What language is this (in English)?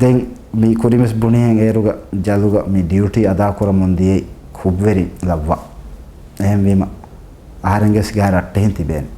Divehi